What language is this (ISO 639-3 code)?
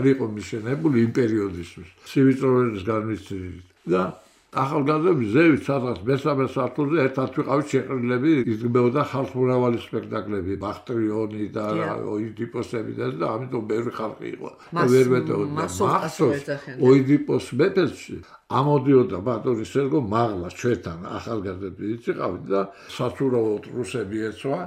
kat